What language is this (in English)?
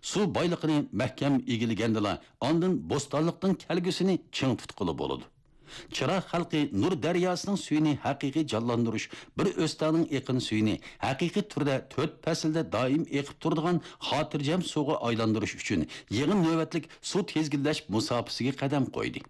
Uyghur